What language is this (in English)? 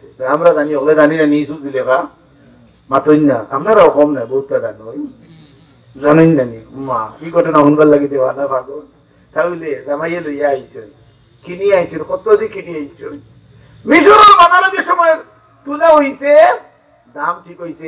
Sylheti